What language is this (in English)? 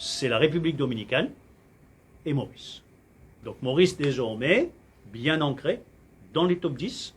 Morisyen